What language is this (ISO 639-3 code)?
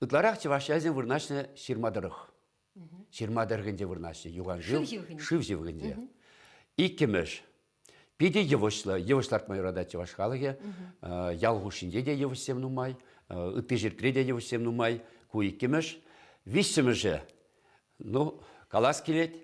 chv